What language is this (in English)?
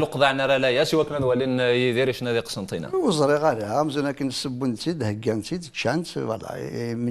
Kabyle